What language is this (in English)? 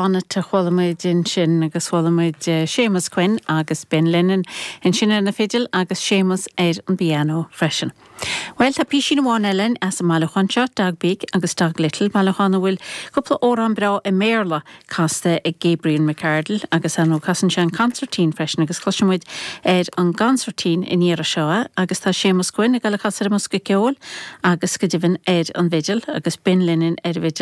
Irish